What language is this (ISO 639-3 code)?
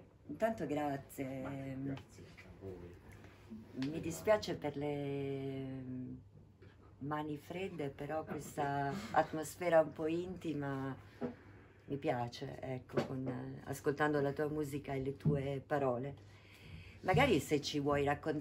ita